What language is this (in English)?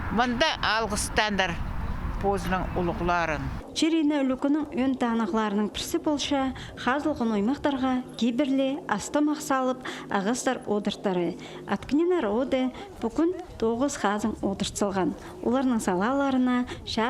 Khakas